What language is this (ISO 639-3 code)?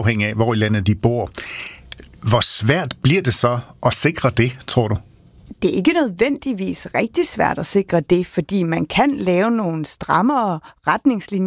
dan